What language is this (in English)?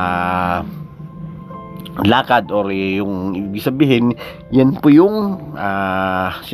Filipino